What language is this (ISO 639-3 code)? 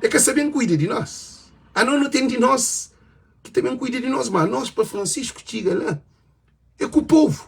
kea